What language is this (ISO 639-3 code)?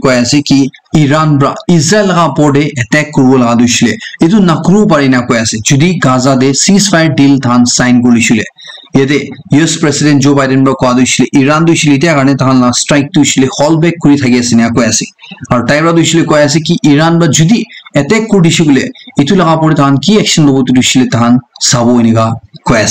nag